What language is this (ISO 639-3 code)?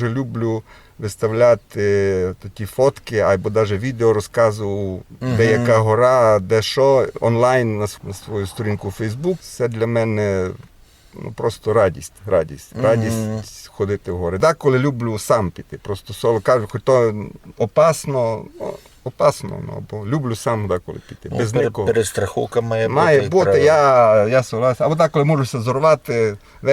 rue